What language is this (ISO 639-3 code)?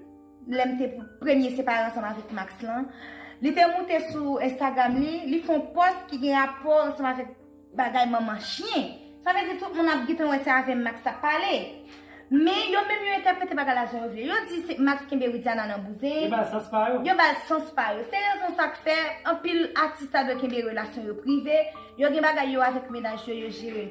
hat